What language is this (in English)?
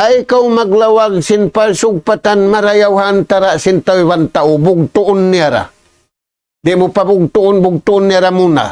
Tausug